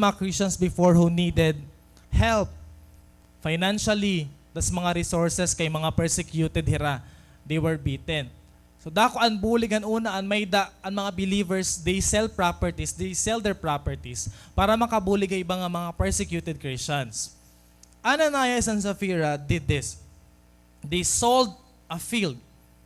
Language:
Waray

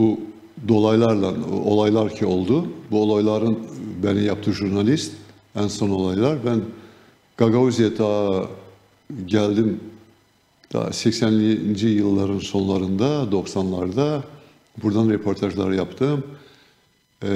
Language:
Gagauz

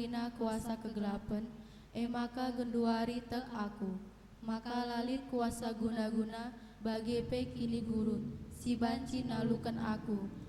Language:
Batak Karo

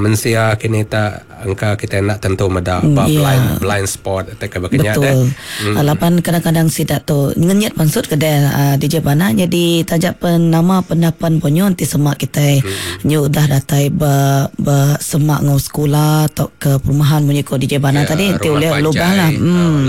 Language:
Iban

